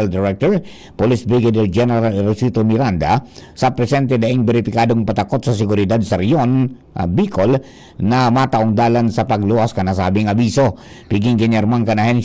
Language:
Bikol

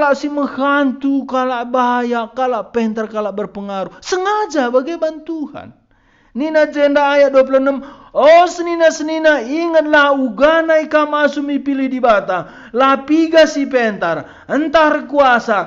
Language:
Batak Karo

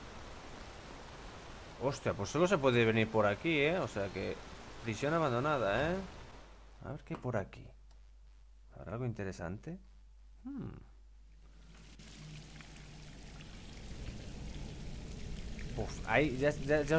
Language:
Spanish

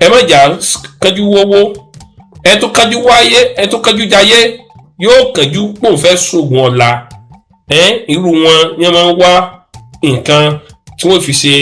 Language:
Yoruba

